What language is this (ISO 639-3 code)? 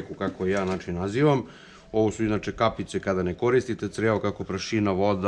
srp